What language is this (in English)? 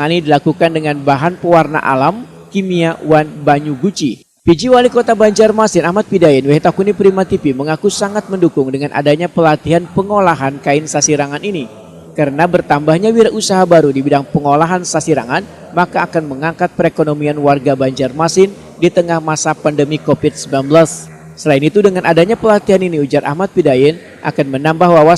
Banjar